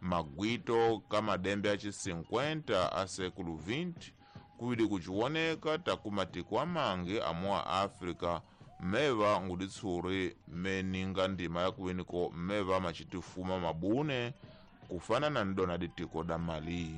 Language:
Tsonga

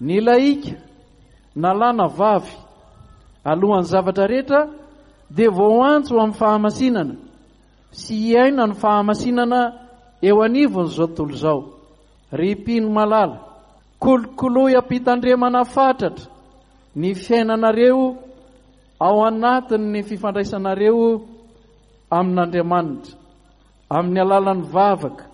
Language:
Malagasy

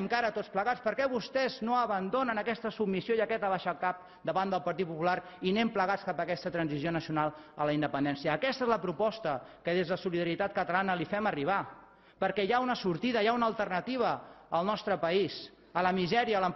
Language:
Catalan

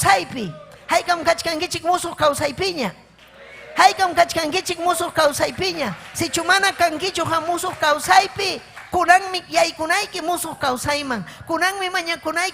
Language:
Ayacucho Quechua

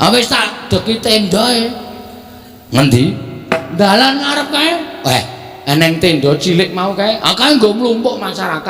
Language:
Javanese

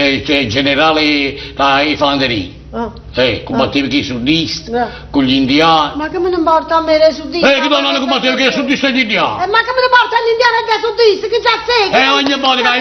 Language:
Neapolitan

